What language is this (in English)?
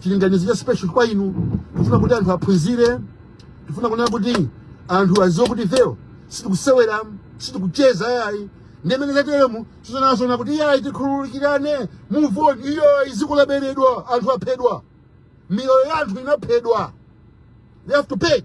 Nyanja